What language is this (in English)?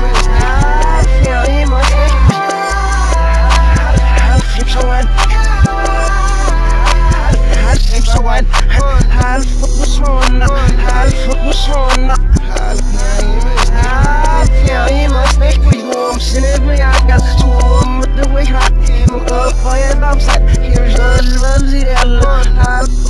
English